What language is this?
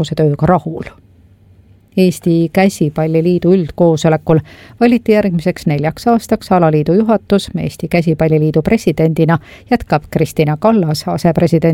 Estonian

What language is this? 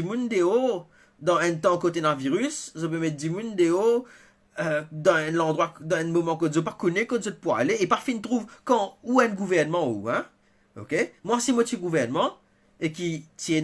Morisyen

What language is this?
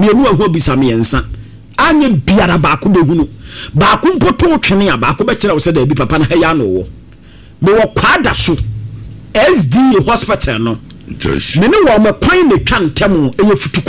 Akan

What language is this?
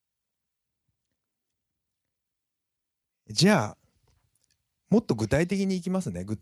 Japanese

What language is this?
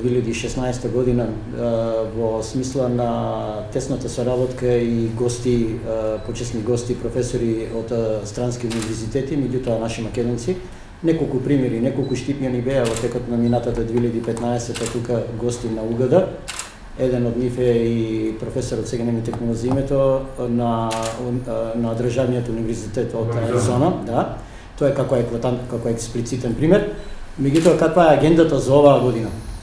Macedonian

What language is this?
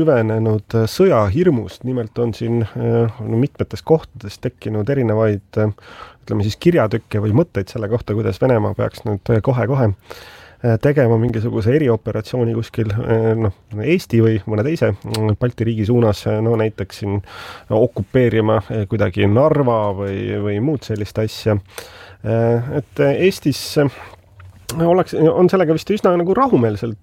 Estonian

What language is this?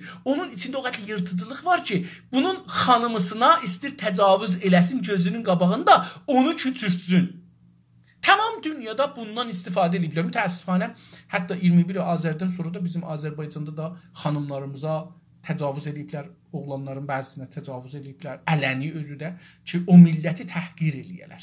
South Azerbaijani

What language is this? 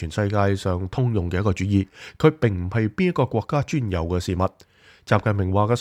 Cantonese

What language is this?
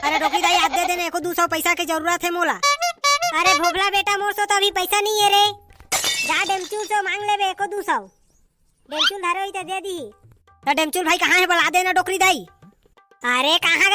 Chhattisgarhi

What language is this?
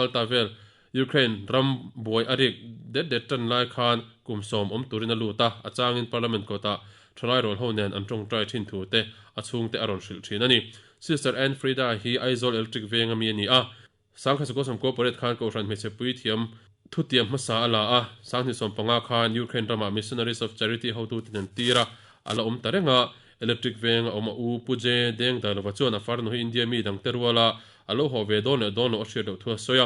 Mizo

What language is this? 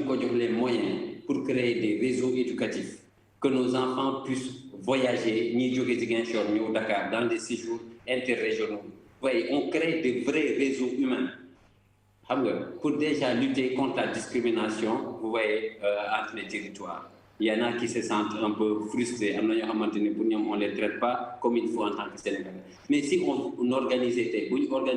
Wolof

